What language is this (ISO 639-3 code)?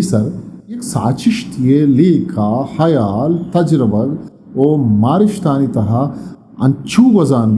bgp